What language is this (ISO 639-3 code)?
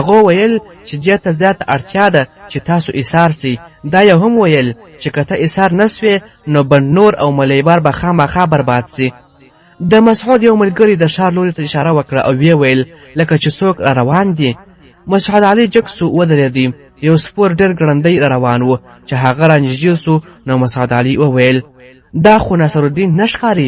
pus